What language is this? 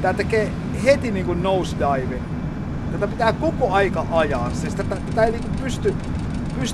Finnish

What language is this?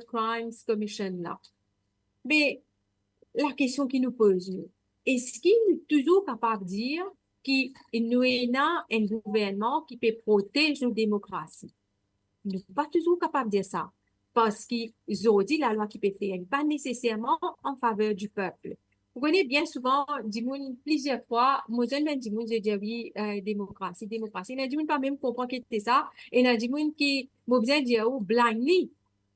Morisyen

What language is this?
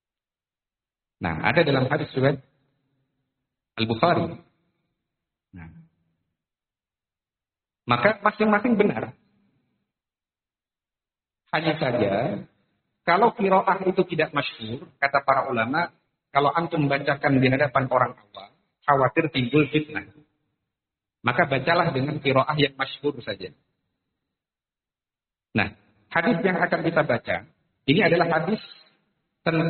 Indonesian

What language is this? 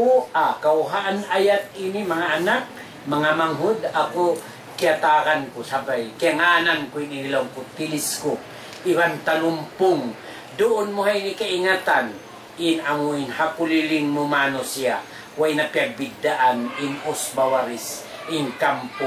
Tausug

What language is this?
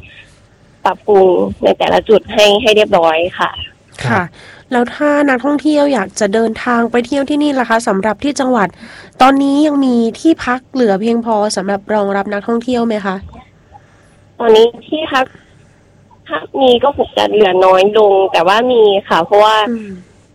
Thai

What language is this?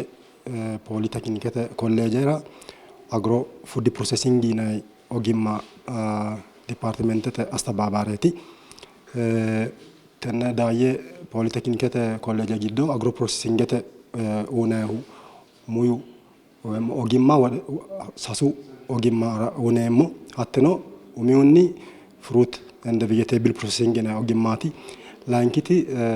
Sidamo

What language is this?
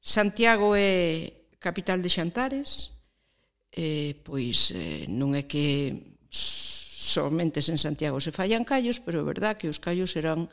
Galician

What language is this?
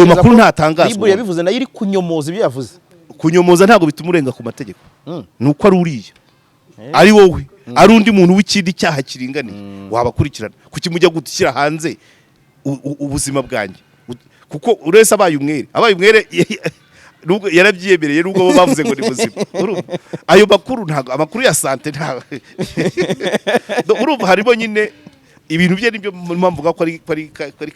Kinyarwanda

